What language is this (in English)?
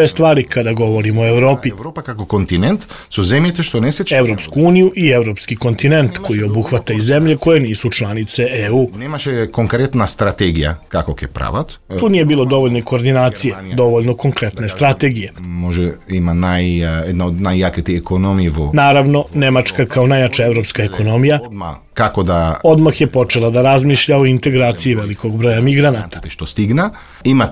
Serbian